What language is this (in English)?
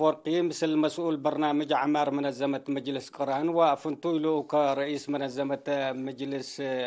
Tigre